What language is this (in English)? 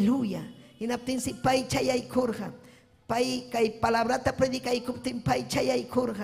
Ayacucho Quechua